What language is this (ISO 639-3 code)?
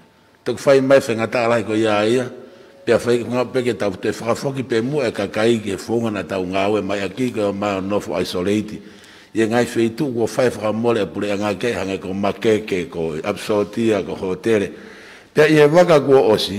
ton